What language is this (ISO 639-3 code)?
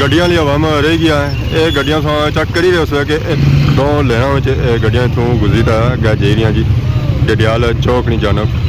phr